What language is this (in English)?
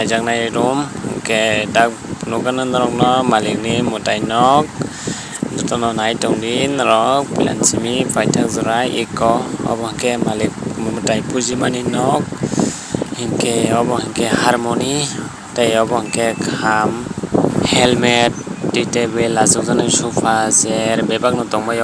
Kok Borok